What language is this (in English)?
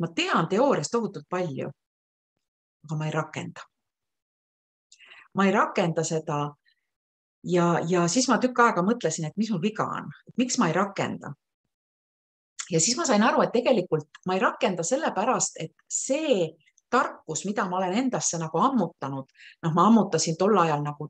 Estonian